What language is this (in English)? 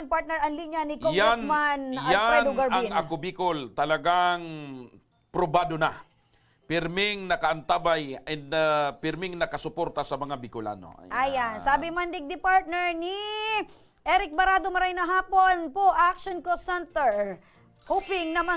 Bikol